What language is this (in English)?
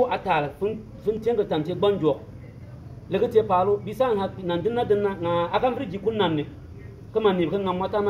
Bimoba